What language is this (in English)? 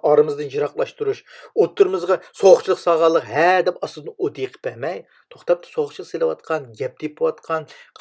Uyghur